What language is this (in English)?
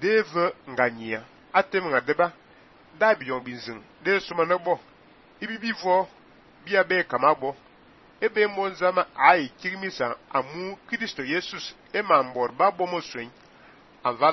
Fang